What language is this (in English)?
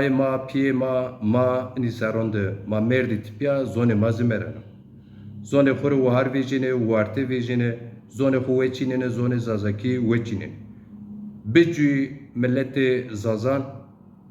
Zaza